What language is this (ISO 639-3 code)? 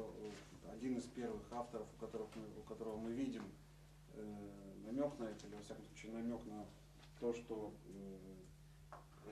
rus